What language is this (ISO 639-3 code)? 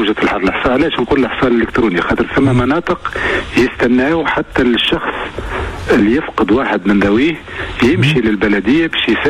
aeb